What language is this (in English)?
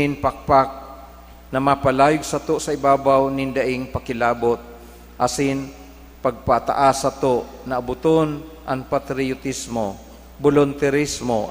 Bikol